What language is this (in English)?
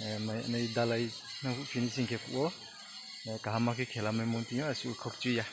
Riang (India)